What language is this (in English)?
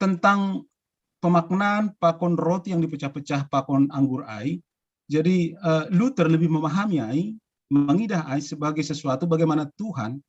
Batak Simalungun